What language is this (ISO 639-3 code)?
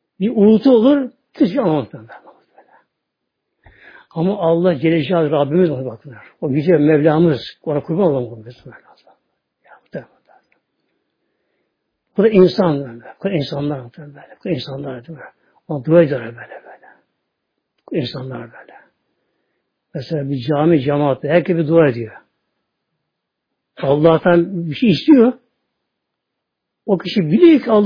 tur